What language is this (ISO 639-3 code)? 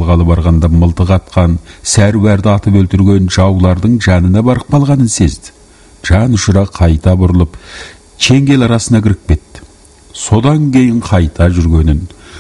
kaz